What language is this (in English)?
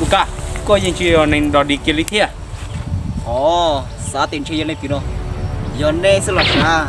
Hmong